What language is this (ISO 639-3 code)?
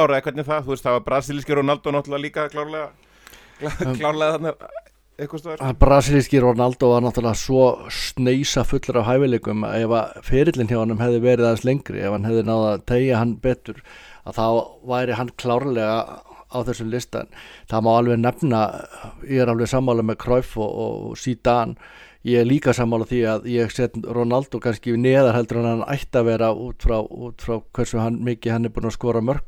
isl